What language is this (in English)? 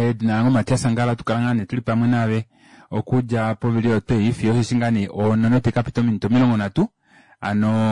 Kuanyama